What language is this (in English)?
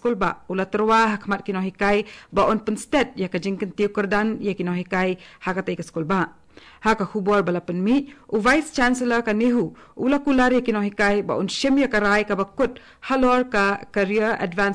Khasi